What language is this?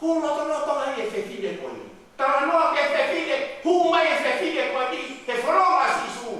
Tongan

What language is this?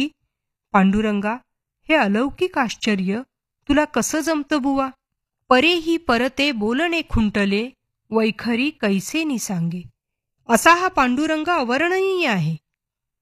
Marathi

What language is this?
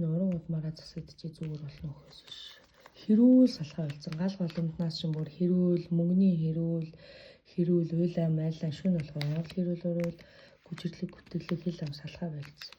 Mongolian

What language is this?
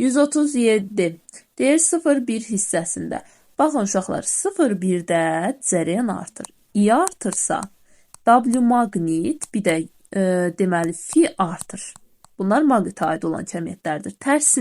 Azerbaijani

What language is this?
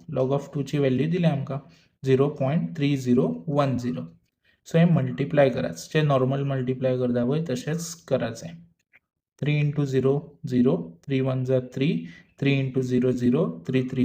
Konkani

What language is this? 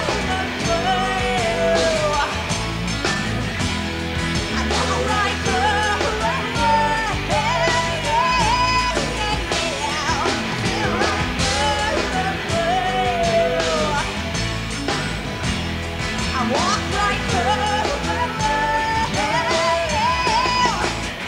English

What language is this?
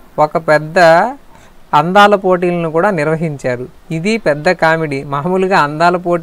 Telugu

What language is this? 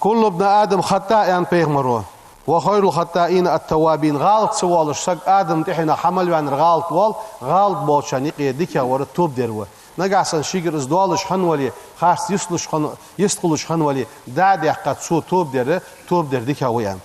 Ingush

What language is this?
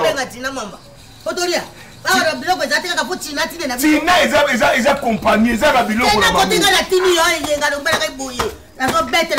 Lingala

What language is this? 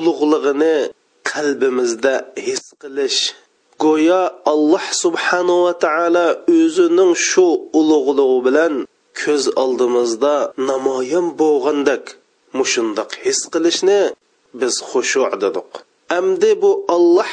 Uyghur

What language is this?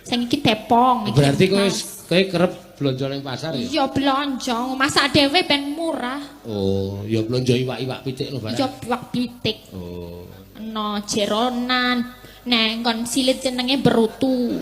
Javanese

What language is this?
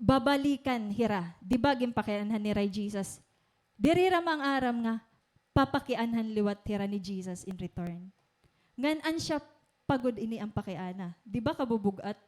Waray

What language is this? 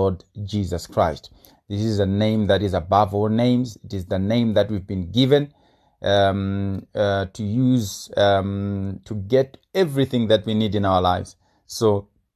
English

